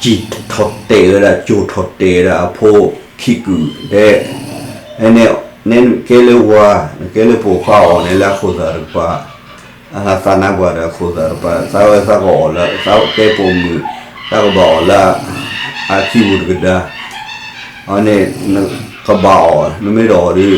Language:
S'gaw Karen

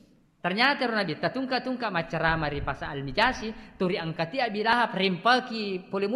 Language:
Buginese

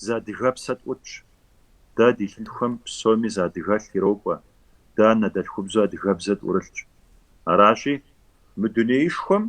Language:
Kabardian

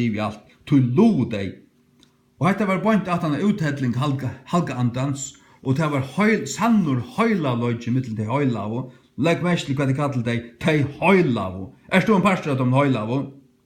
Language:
Faroese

